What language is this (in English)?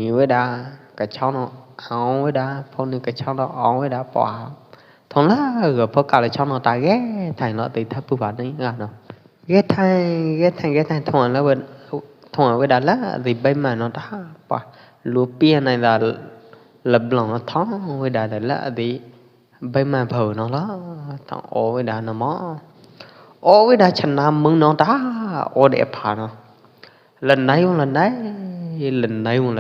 Pwo Eastern Karen